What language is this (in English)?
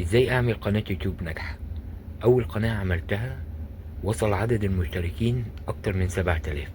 Egyptian Arabic